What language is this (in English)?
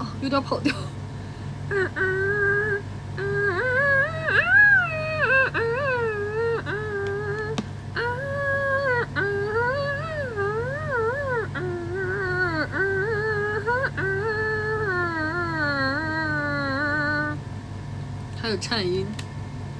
Chinese